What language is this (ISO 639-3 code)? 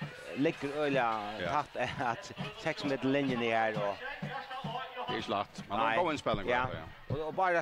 fao